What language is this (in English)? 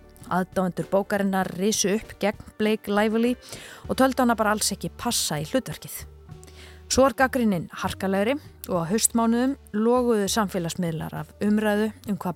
Icelandic